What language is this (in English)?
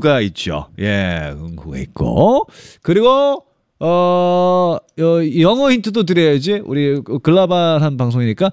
Korean